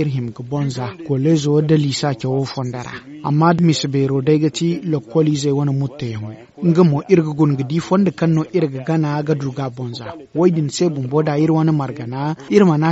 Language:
Zarma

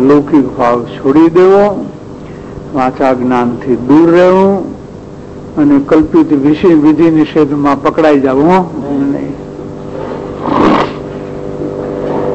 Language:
Gujarati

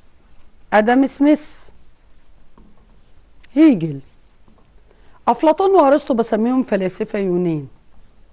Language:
Egyptian Arabic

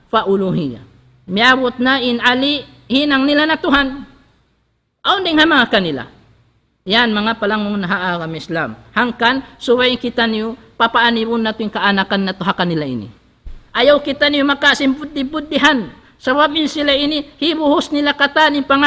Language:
Tausug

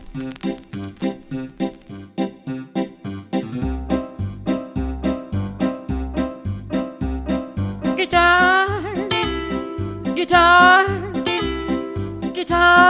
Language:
English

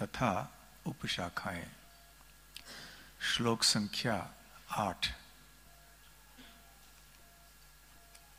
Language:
Hindi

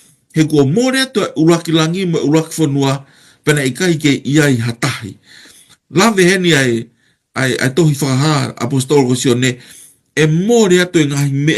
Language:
Tongan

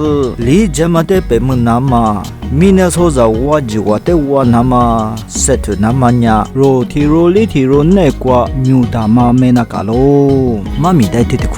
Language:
Lisu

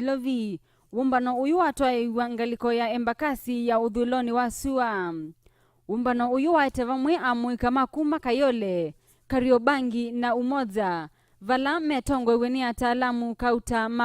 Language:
Kamba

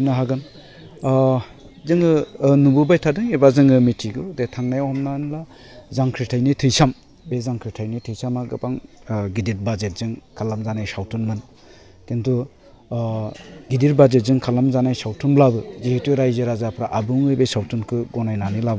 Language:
Bodo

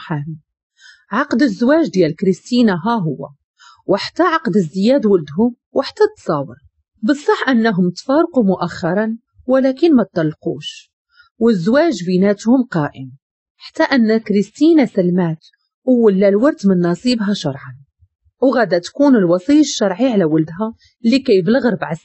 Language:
Moroccan Arabic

